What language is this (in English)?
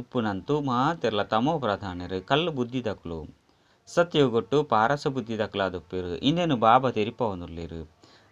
Tulu